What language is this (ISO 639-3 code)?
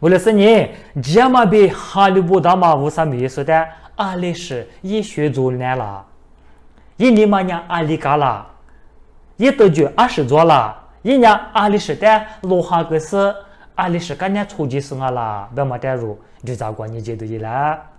lis